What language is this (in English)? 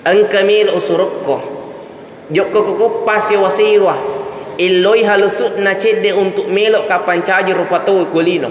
Buginese